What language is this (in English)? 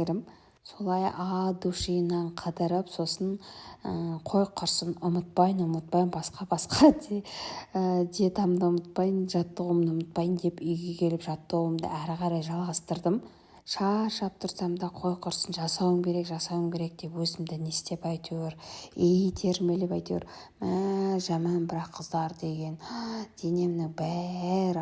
Kazakh